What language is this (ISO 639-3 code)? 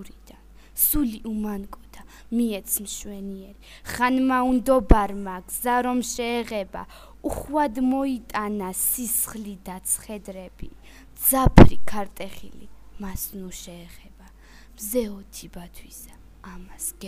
kat